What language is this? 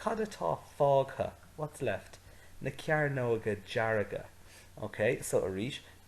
Irish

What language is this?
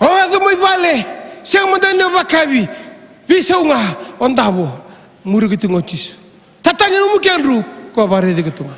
Fijian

